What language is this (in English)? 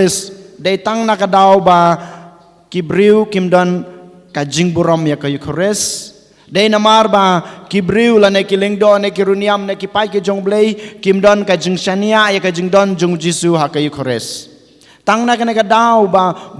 Khasi